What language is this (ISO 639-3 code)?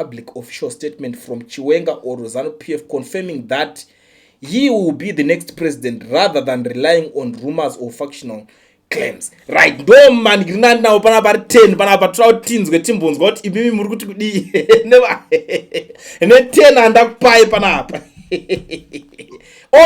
sna